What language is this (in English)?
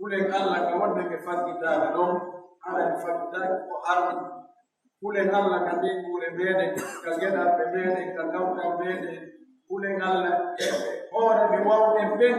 Pular